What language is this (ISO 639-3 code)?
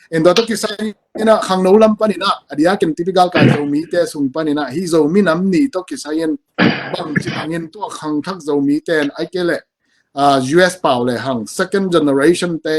ctd